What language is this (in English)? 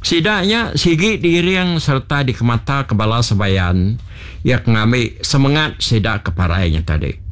Iban